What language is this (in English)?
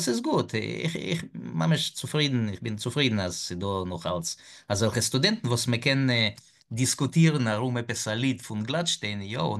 Yiddish